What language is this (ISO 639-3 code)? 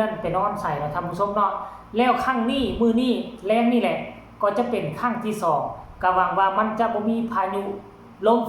tts